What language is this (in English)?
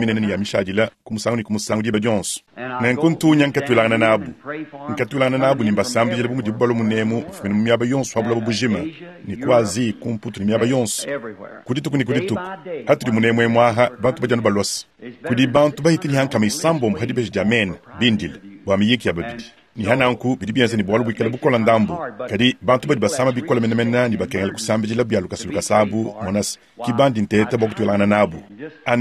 Luba-Lulua